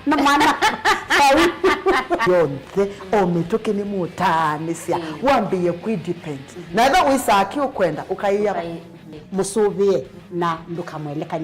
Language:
Kamba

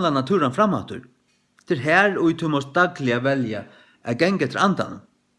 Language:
Faroese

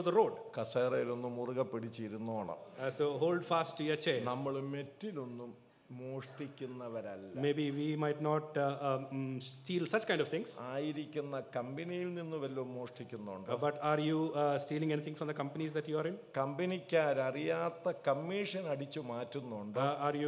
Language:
Malayalam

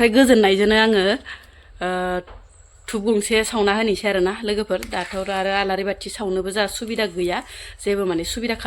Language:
Bodo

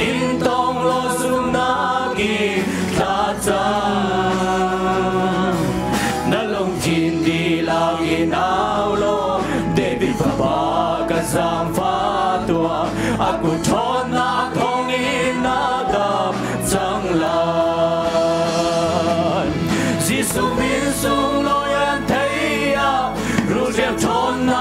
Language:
Hakha Chin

